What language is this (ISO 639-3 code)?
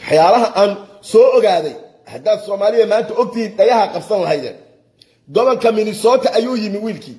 som